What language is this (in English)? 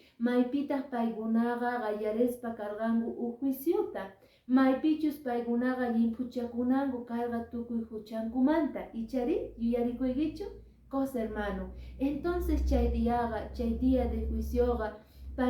Quechua